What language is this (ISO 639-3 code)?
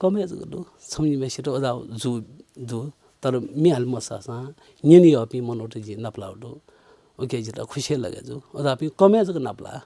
new